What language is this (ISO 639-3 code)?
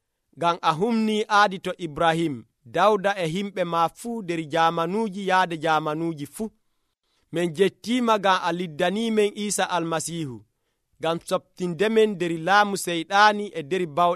fuv